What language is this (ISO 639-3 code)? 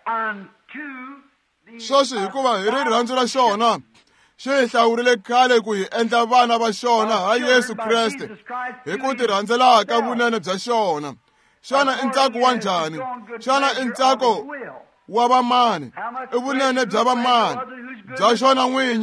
tso